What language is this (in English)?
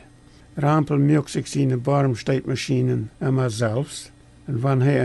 Plautdietsch